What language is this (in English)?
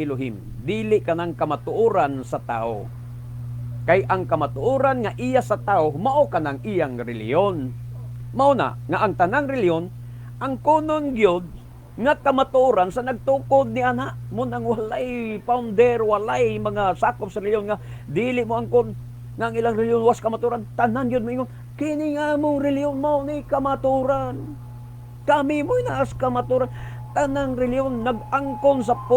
Cebuano